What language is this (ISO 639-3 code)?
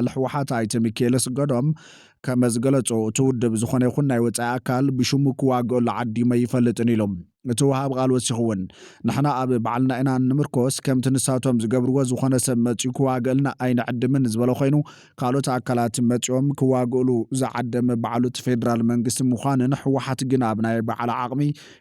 tir